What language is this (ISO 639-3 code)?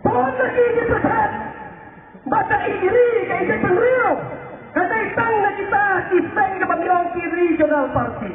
kha